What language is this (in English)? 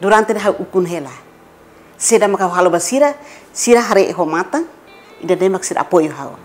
Tetum